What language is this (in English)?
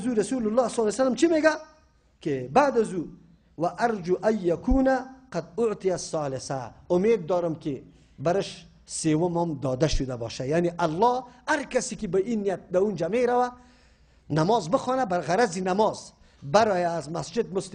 Persian